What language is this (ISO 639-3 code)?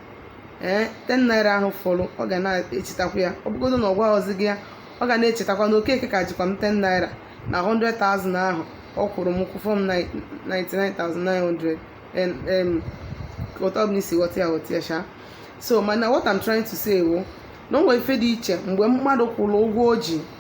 ibo